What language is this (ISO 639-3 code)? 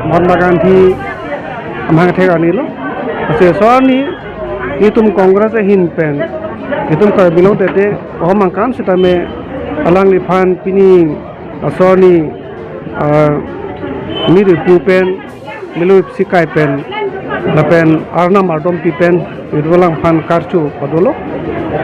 mjw